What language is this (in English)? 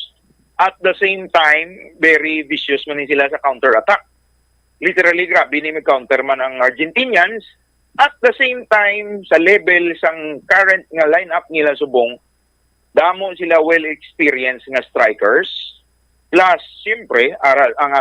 Hiligaynon